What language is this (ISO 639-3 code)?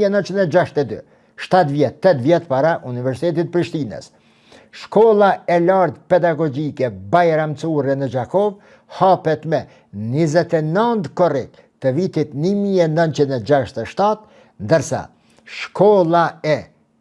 sqi